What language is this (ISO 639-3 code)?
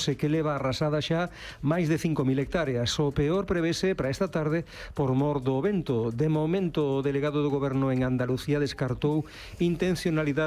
glg